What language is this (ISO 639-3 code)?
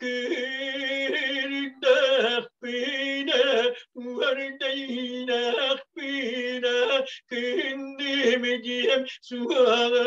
sah